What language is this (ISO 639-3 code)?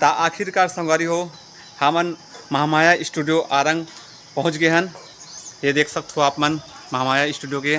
hne